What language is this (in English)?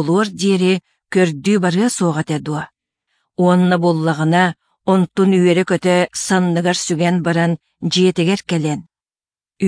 Yakut